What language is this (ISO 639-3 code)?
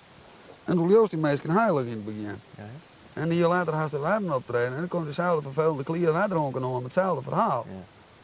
fry